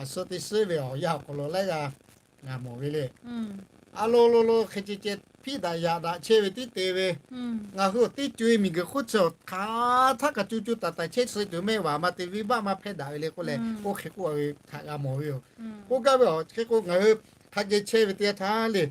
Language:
Lahu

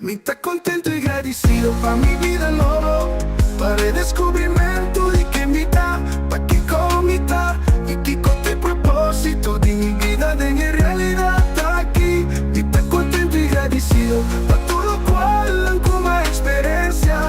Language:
Papiamento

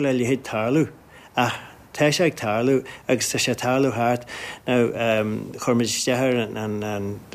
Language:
Irish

